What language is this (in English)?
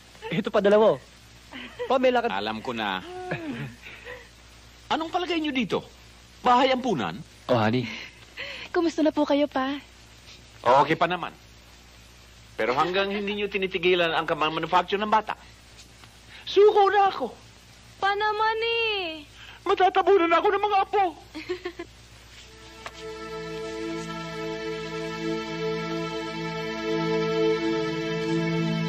Filipino